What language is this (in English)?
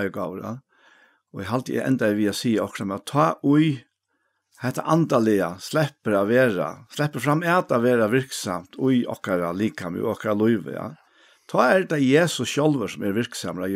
Faroese